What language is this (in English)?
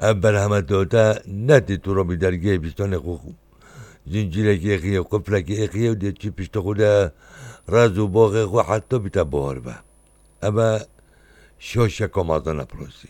Kurdish